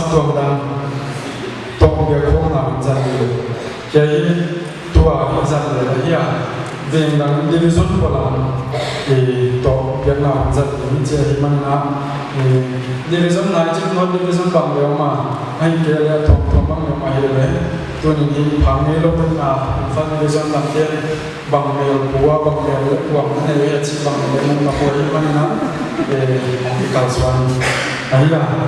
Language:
Paite Chin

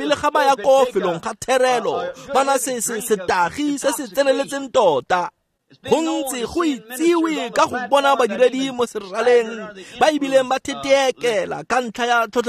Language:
Tswana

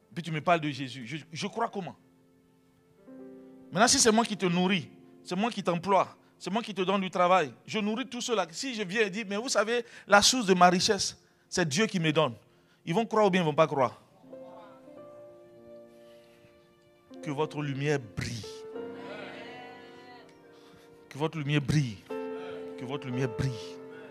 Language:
French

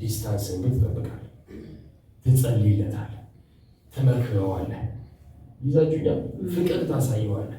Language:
Amharic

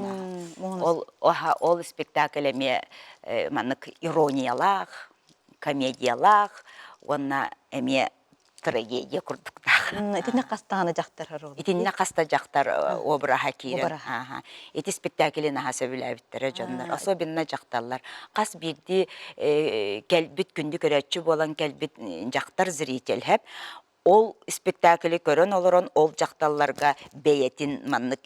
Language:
Yakut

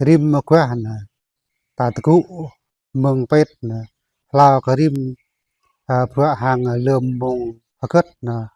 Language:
Jarai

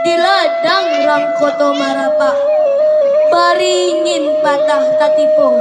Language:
Minangkabau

